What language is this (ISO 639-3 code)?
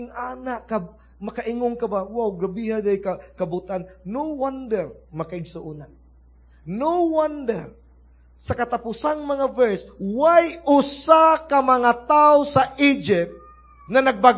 ceb